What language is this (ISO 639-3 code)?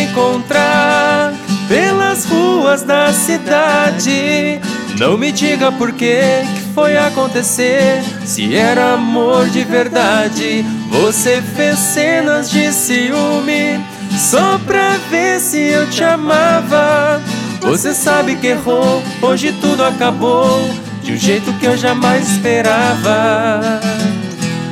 por